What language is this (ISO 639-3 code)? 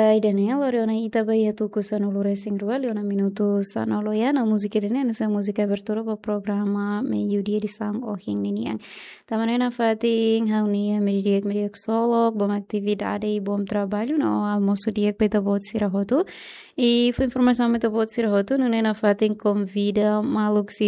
tet